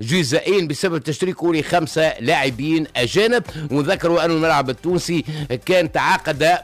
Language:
Tunisian Arabic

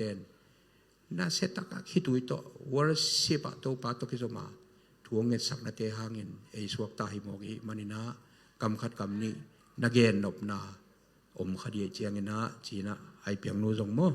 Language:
Tedim Chin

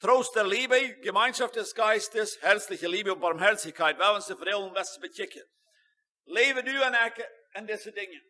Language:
Plautdietsch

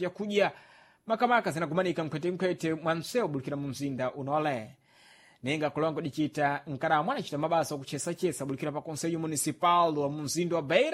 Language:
Sena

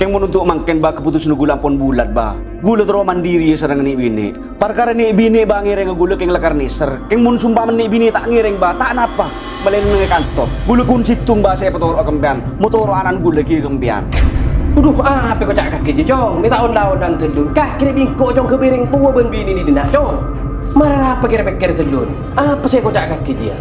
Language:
Madurese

